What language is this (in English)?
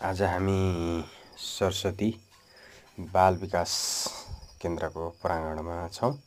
Nepali